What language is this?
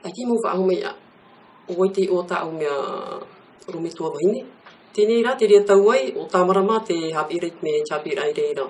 Tahitian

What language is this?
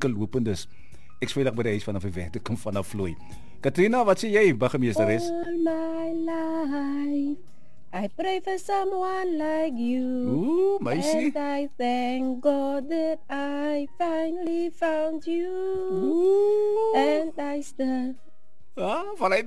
Afrikaans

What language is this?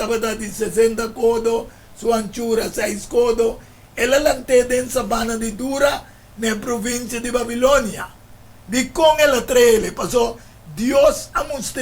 Papiamento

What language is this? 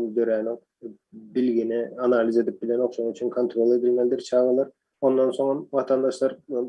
Turkmen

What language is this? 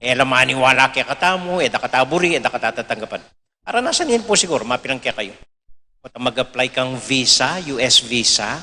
Pampanga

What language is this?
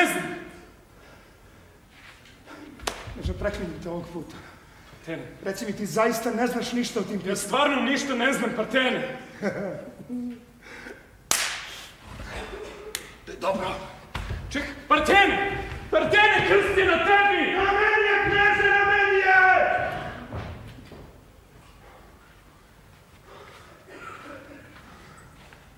Serbian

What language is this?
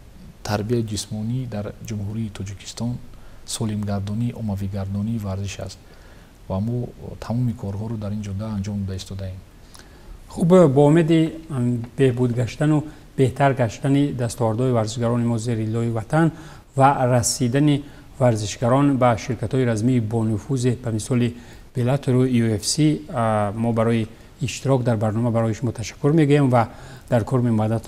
Tajik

